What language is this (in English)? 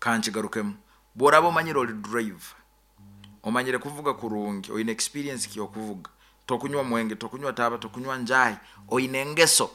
Nyoro